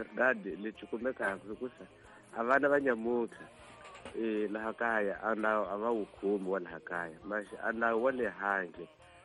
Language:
Tsonga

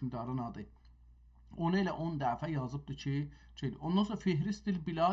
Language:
South Azerbaijani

